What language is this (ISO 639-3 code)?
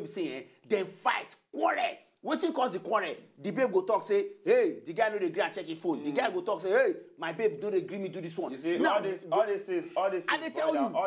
pcm